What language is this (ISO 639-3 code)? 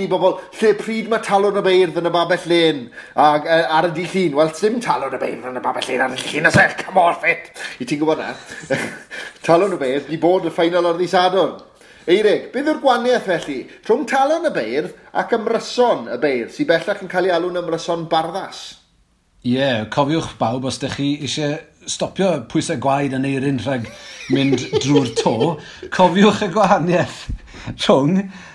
cym